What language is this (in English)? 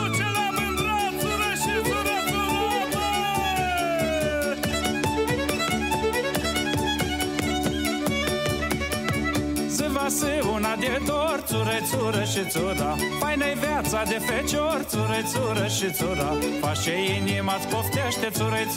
Romanian